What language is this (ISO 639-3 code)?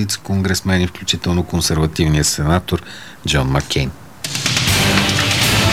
bul